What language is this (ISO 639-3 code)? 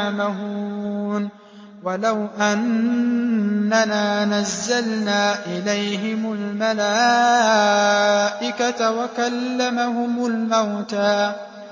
ara